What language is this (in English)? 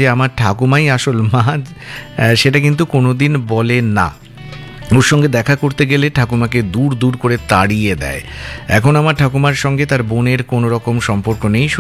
Bangla